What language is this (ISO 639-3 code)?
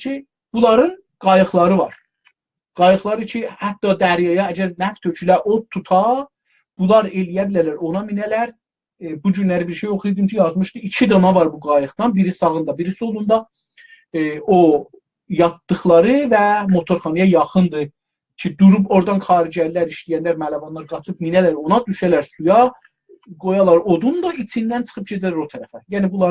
azb